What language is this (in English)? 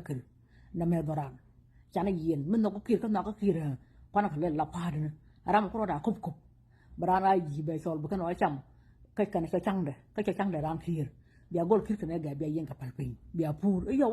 Nuer